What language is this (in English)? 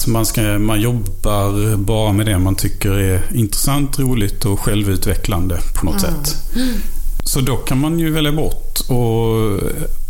Swedish